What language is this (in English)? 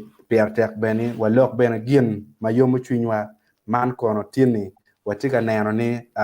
Acoli